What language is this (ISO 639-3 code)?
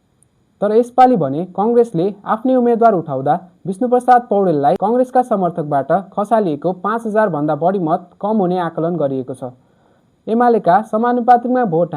nep